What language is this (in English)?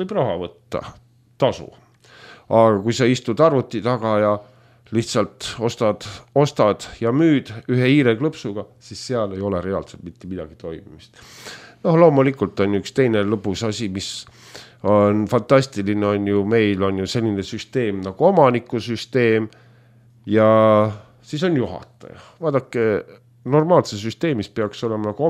Estonian